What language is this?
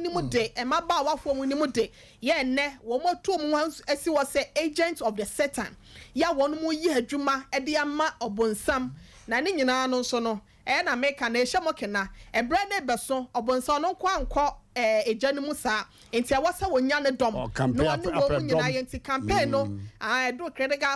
Akan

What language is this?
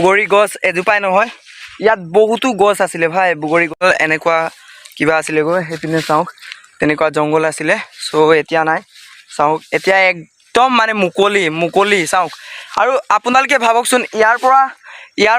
Assamese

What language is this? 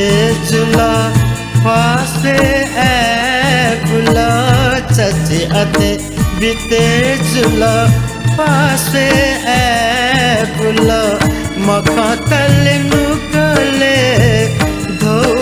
Newari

